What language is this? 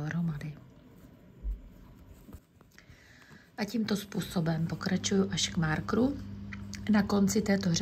Czech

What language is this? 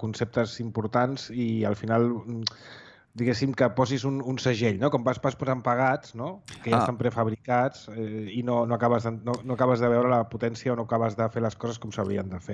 Catalan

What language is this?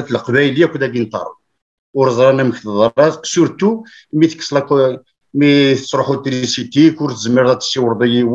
Kabyle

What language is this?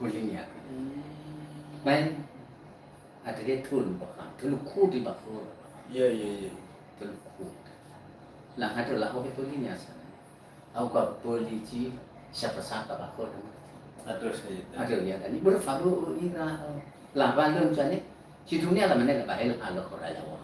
Nias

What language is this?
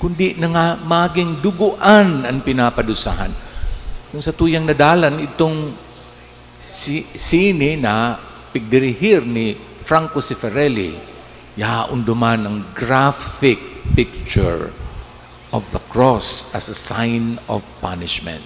Bikol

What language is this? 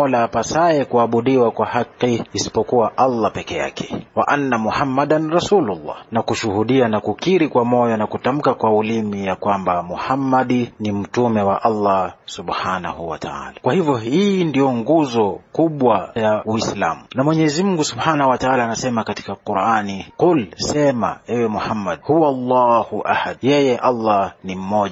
Swahili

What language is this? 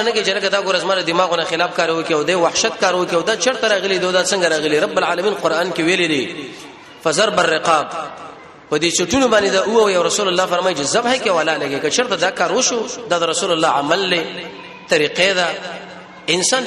Pashto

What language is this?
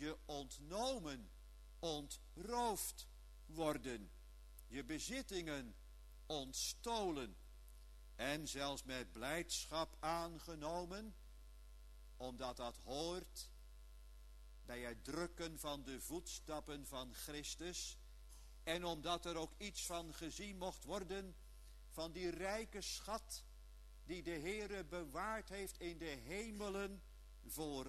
Dutch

